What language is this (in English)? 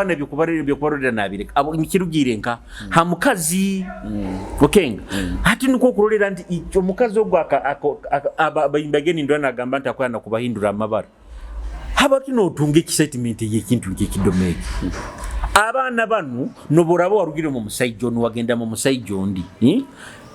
Nyoro